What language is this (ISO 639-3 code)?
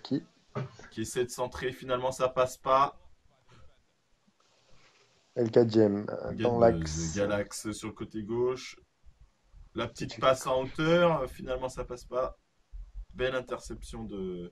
fra